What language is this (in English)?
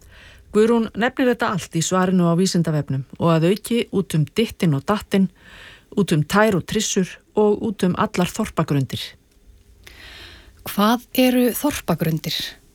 Icelandic